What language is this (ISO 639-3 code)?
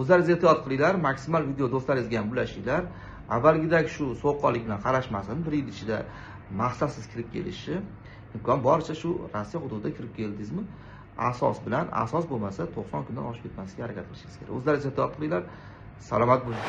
uzb